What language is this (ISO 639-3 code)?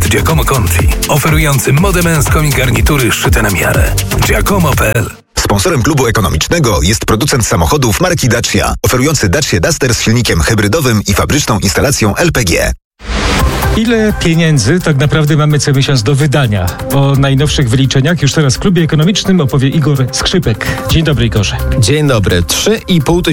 pol